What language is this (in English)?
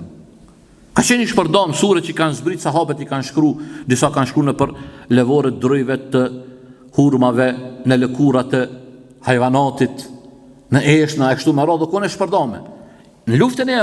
Albanian